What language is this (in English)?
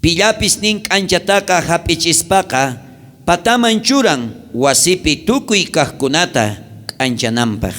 South Bolivian Quechua